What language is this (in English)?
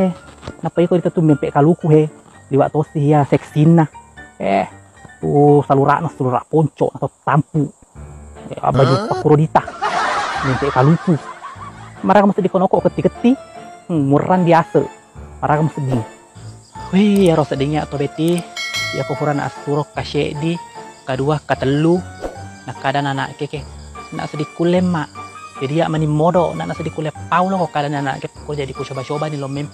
Buginese